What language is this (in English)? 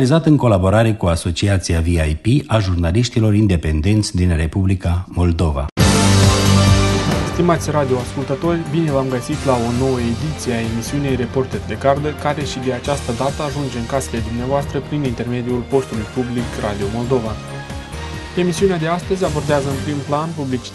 Romanian